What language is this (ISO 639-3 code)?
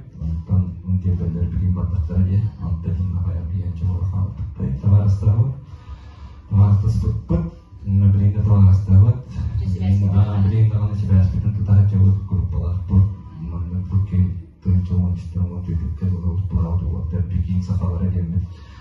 sah